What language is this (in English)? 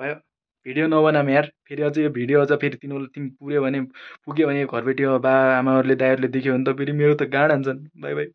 Nepali